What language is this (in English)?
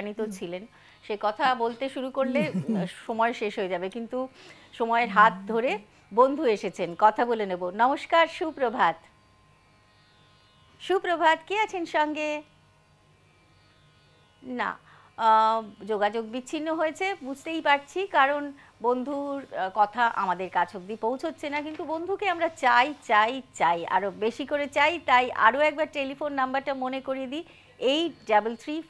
Bangla